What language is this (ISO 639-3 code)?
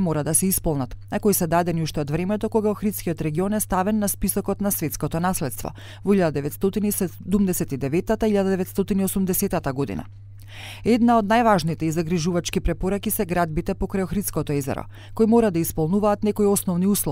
mkd